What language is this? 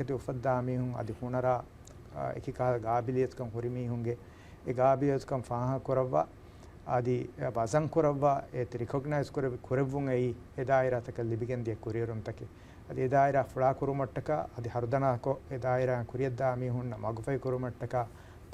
Divehi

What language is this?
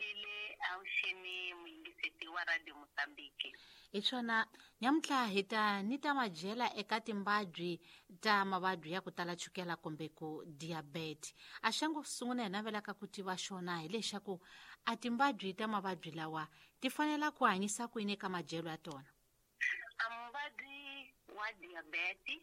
Tsonga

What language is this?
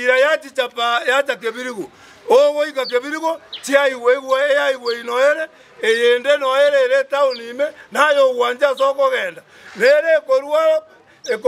Gusii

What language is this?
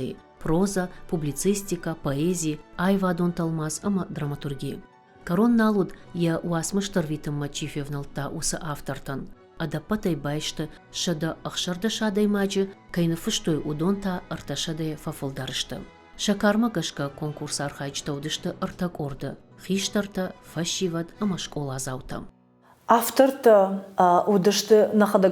Ossetic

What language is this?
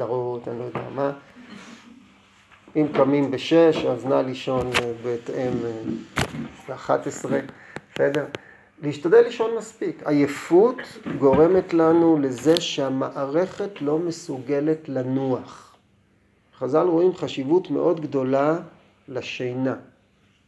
Hebrew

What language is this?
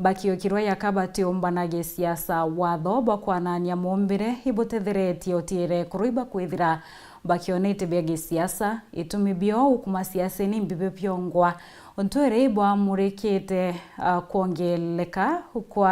Meru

